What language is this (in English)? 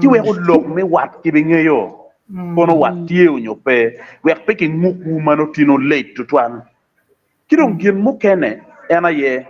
Acoli